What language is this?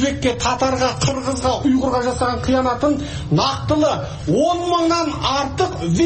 Kyrgyz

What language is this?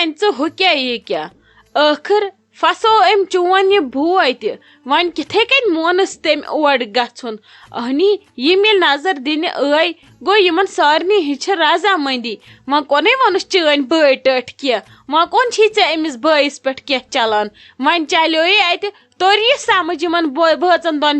Kashmiri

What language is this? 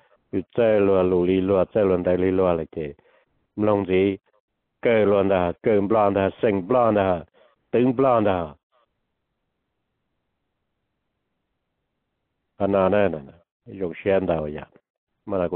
Vietnamese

